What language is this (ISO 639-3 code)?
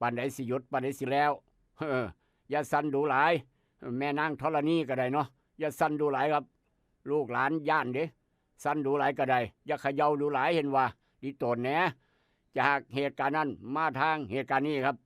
tts